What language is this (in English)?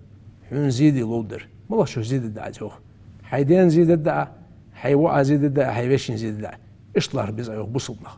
Ingush